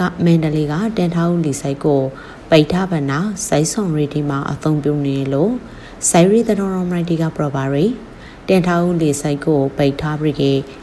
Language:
Burmese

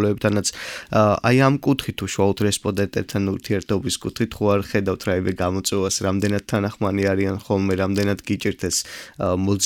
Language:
Georgian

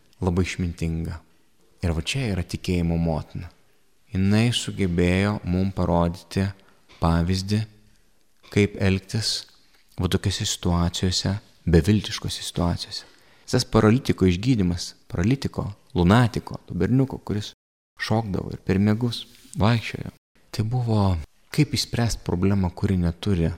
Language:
Lithuanian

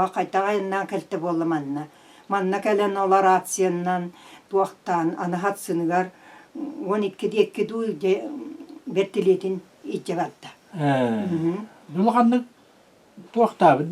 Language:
Yakut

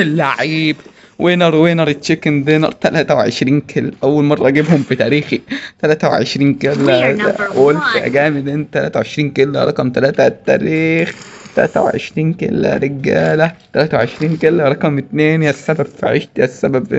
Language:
Egyptian Arabic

